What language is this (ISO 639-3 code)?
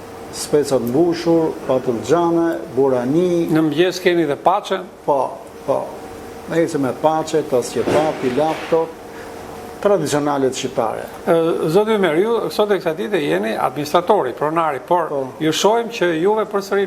sqi